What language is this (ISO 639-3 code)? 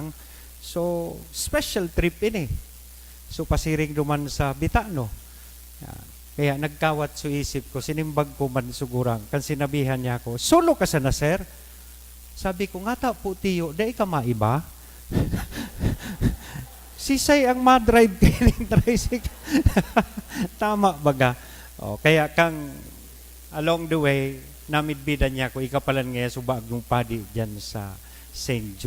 bik